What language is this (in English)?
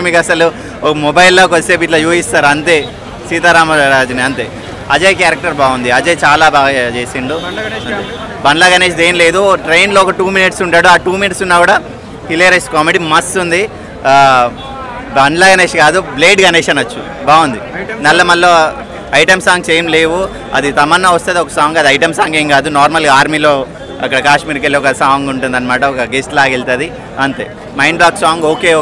Telugu